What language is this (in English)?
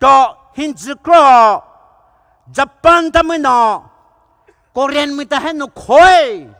Poumei Naga